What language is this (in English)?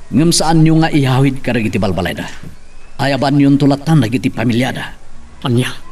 Iloko